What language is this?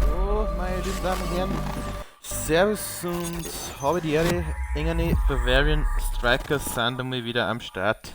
Bavarian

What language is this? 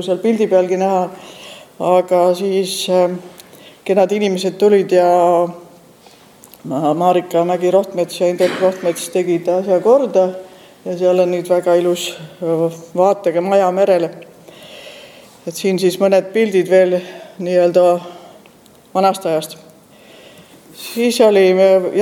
Estonian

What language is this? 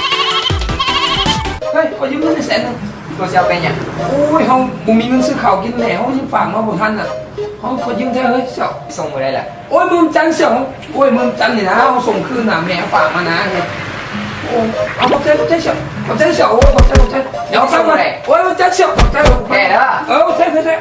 Lao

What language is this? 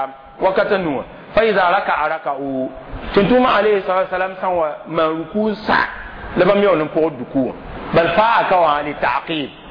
Mossi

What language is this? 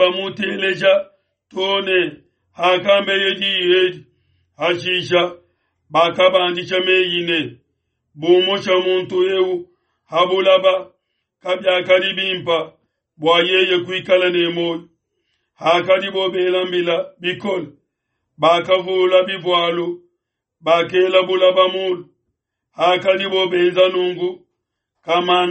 Luba-Lulua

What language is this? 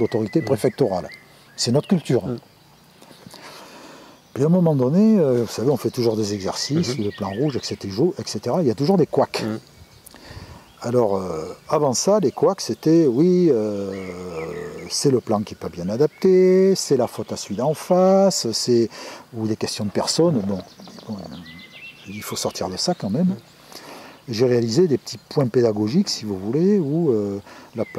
French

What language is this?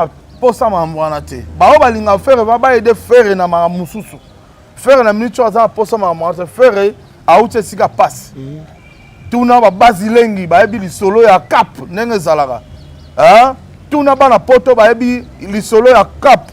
Lingala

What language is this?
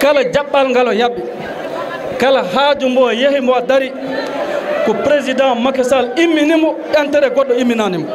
Fula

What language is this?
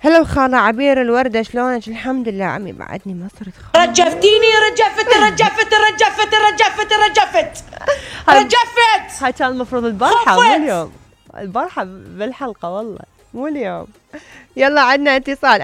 Mesopotamian Arabic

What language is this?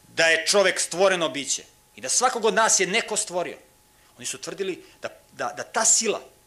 Serbian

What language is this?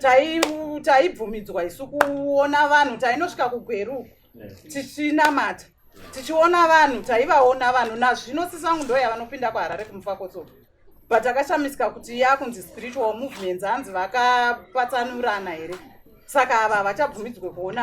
Shona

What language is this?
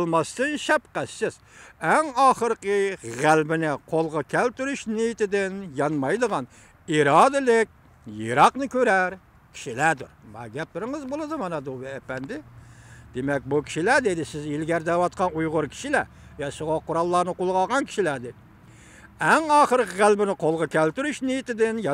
Uyghur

